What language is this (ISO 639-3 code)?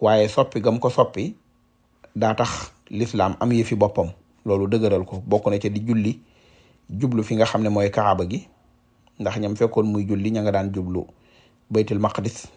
wol